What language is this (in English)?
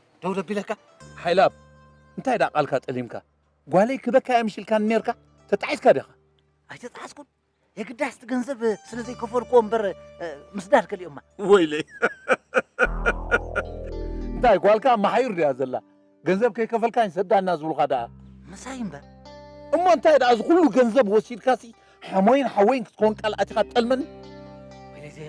Tigrinya